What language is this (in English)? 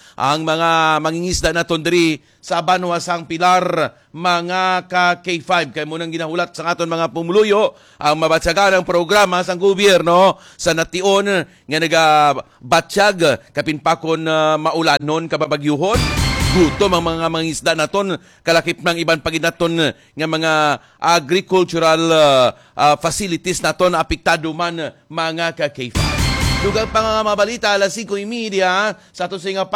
Hiligaynon